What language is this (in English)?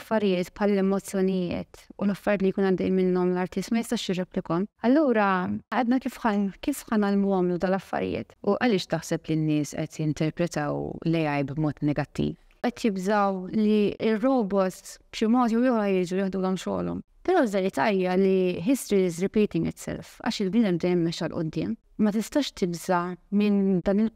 Maltese